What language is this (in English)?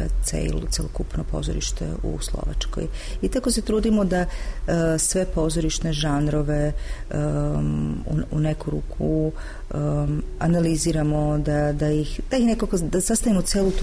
Serbian